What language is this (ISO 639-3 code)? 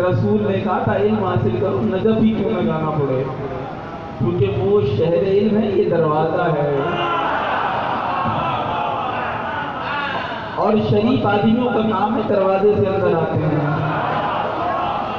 urd